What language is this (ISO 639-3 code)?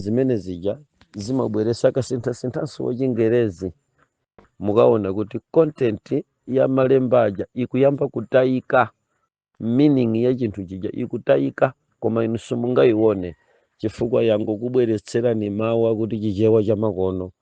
nya